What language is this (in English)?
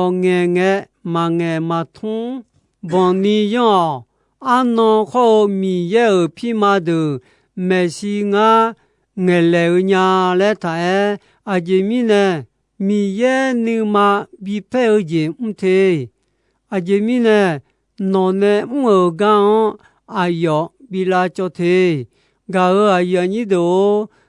Akha